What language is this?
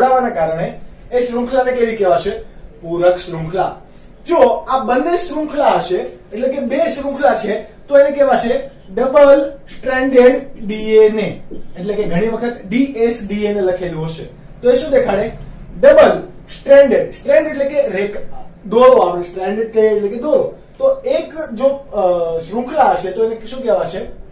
Gujarati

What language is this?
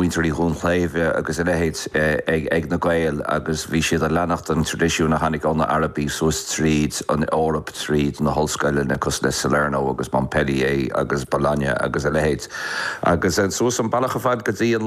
Irish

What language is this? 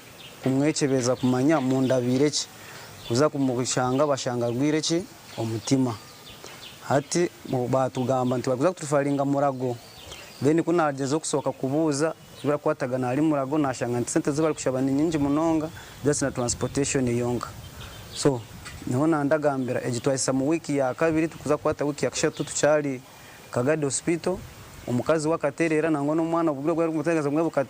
Nyankole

